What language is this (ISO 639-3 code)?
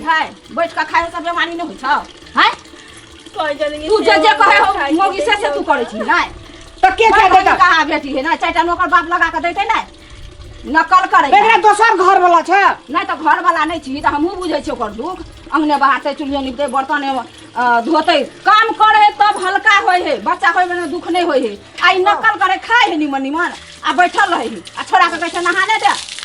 mai